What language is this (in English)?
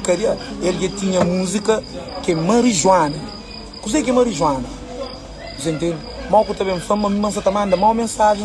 Kabuverdianu